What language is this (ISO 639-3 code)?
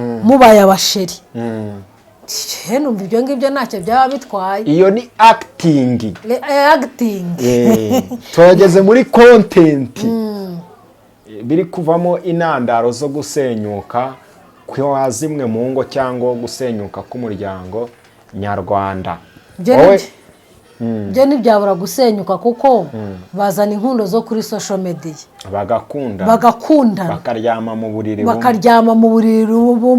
kin